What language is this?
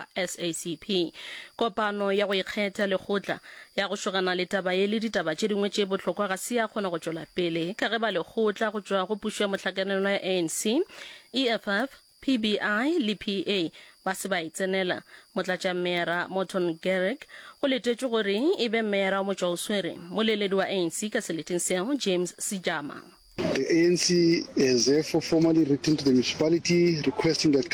Northern Sotho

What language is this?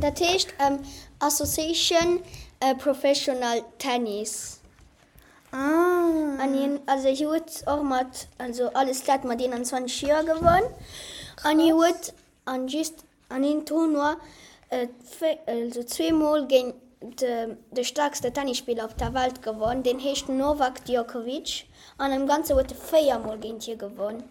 Luxembourgish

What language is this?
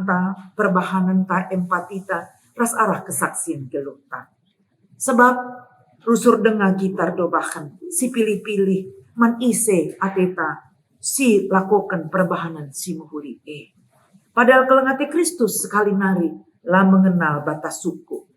Batak Karo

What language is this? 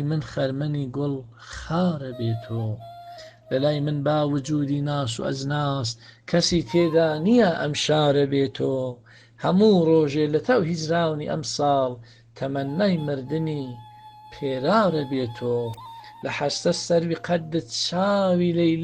Central Kurdish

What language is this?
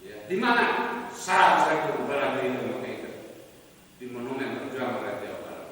Sundanese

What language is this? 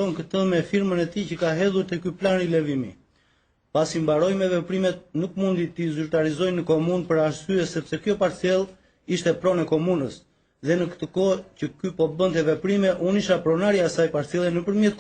Albanian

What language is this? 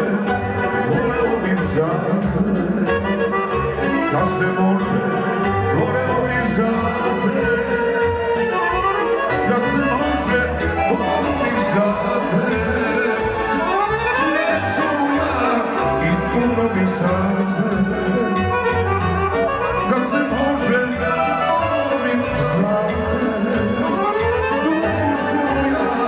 Serbian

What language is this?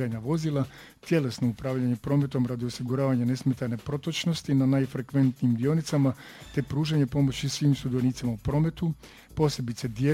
Croatian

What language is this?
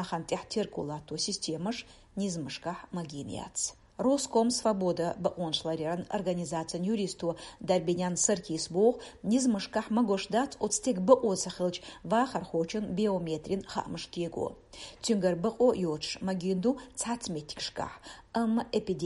Chechen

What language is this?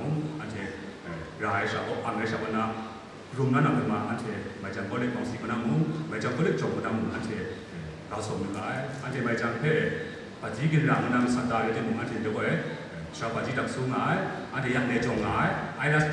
Kachin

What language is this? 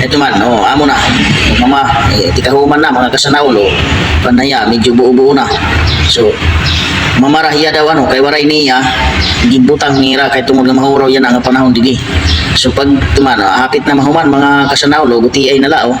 Waray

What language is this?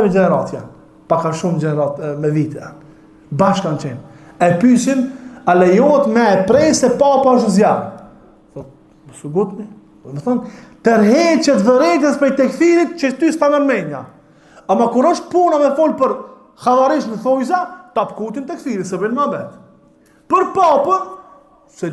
Albanian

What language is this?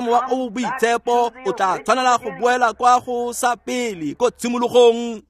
Tswana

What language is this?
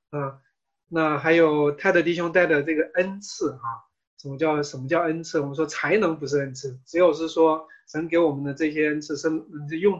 Chinese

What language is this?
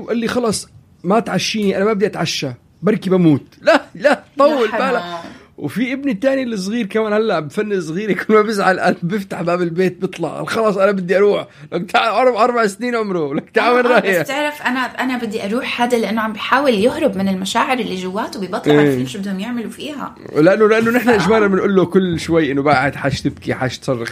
North Levantine Arabic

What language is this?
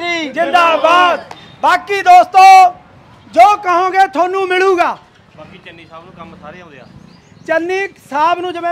Punjabi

